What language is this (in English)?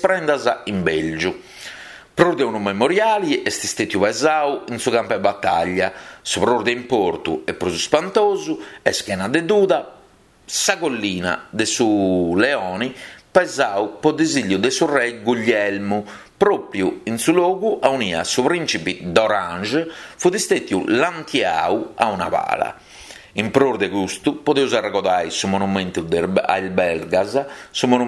Sardinian